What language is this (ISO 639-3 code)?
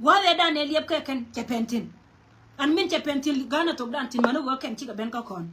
nus